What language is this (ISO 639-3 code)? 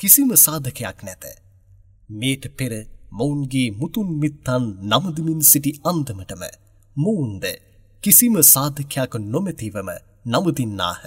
sin